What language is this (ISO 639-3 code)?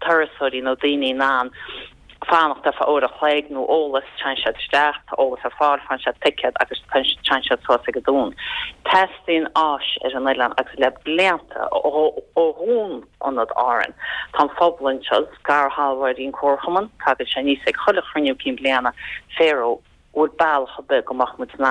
gle